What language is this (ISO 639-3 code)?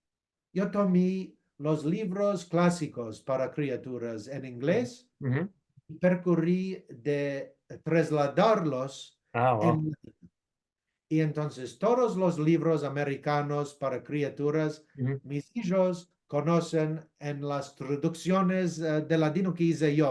lad